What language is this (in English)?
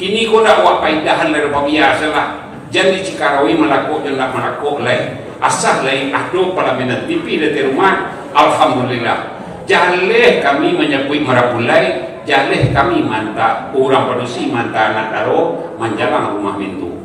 Minangkabau